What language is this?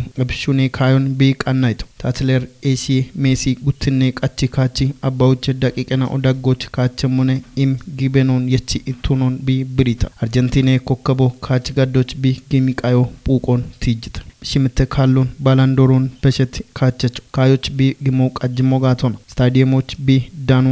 Kafa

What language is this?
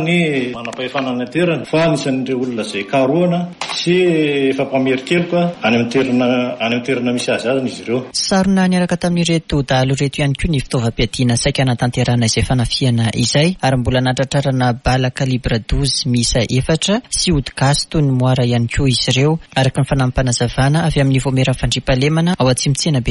Malagasy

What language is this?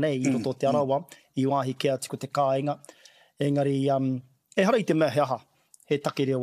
Māori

